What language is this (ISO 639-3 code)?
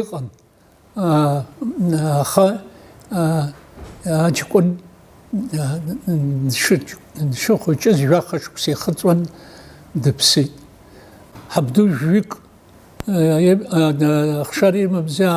abk